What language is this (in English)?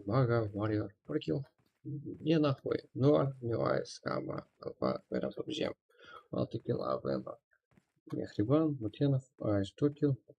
Kara-Kalpak